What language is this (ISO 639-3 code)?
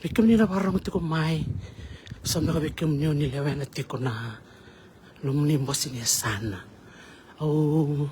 fij